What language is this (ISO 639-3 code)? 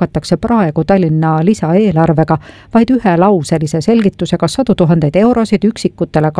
est